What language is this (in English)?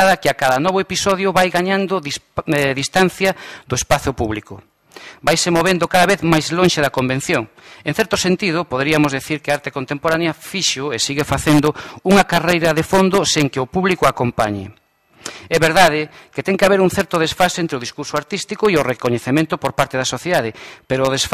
Galician